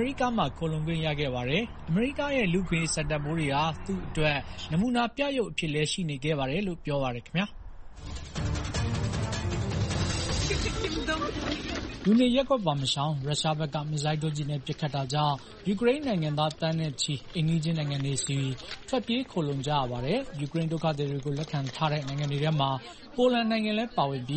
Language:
Burmese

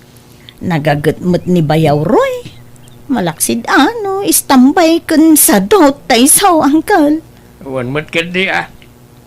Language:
Iloko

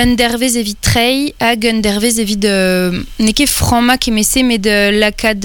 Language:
Breton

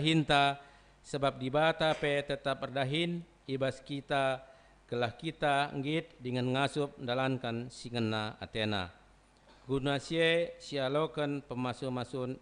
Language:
Batak Karo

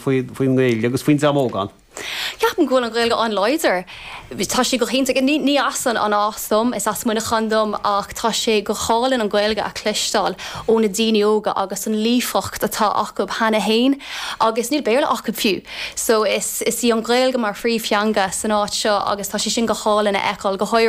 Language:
Irish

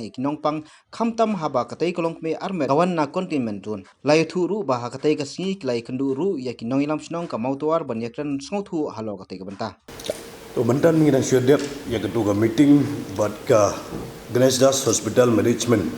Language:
Khasi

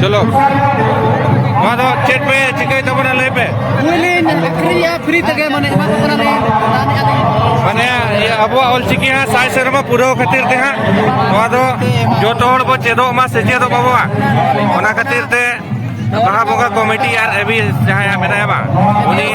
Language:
Santali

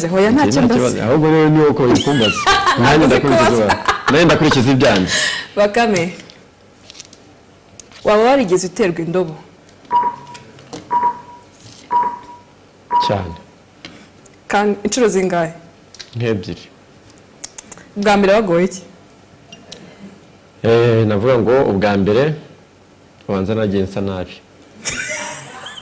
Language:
Kinyarwanda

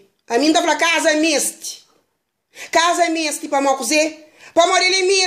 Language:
Kabuverdianu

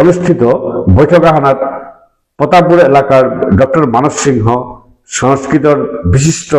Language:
Bishnupriya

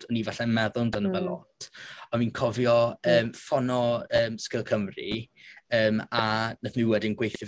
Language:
Welsh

